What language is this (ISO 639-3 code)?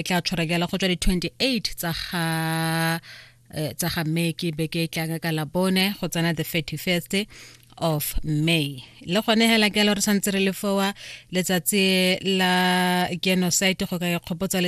tsn